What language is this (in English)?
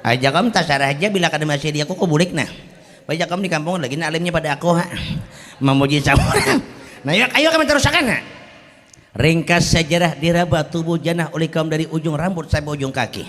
Banjar